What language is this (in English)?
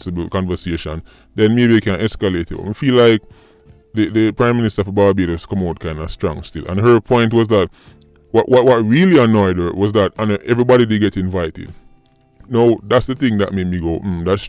Jamaican Creole English